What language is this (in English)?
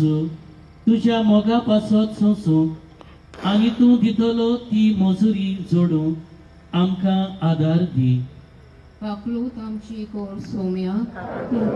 Konkani